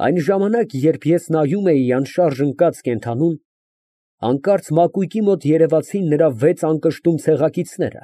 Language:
Armenian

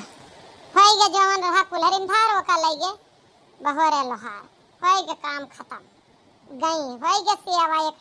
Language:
Awadhi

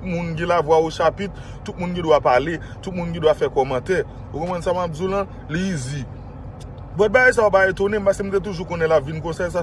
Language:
Haitian Creole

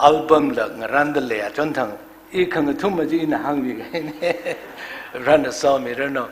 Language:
Tangkhul Naga (India)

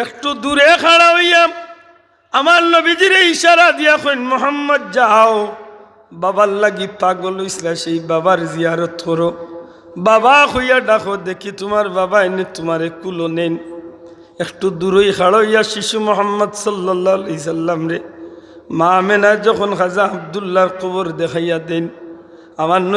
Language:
Sylheti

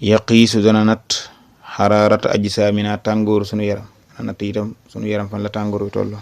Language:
Wolof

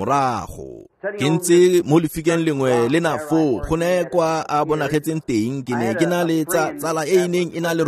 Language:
Tswana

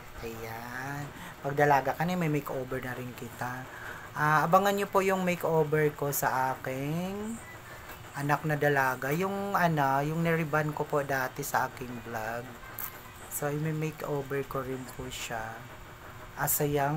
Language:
Filipino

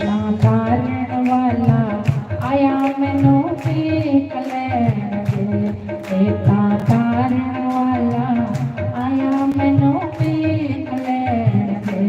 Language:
Dogri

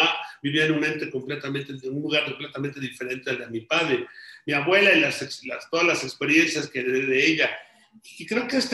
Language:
Spanish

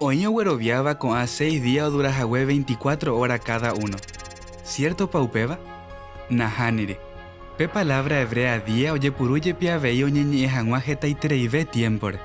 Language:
Guarani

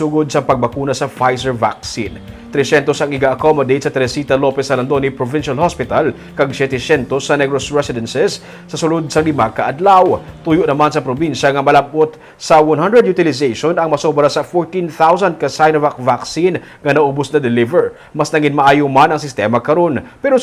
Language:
Hiligaynon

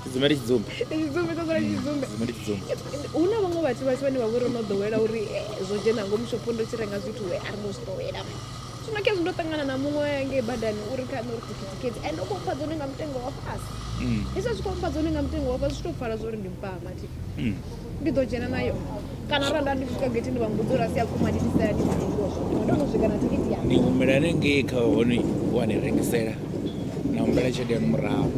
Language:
Venda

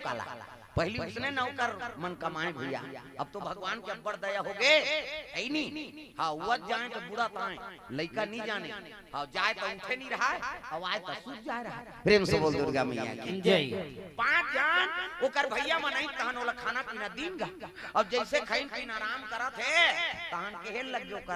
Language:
Chhattisgarhi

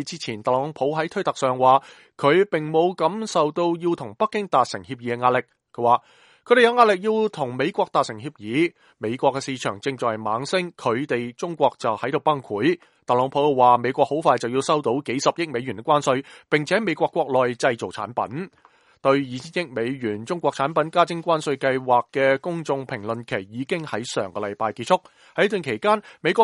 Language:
Cantonese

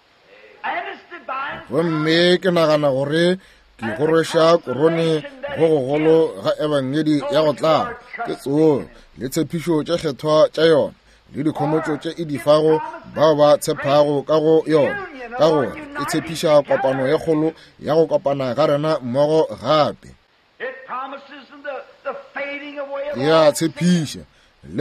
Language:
Northern Sotho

